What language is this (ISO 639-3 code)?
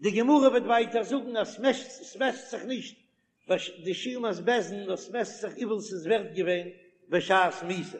yid